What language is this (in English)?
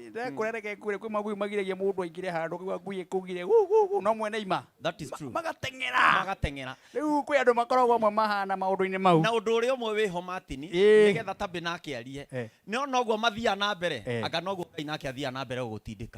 Kikuyu